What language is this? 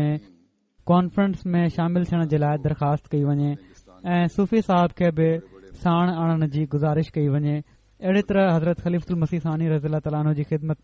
Sindhi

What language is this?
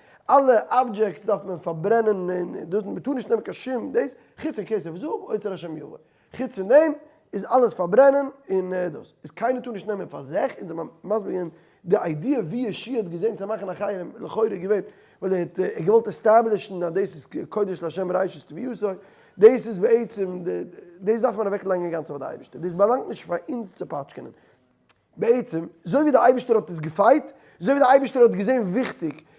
Yiddish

